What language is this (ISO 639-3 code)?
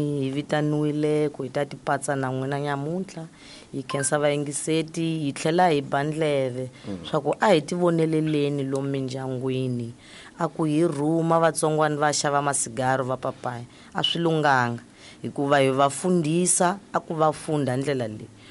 tso